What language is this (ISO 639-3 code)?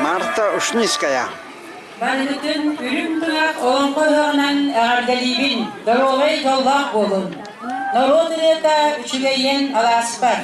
sah